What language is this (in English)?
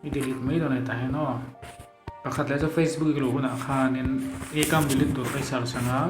Mizo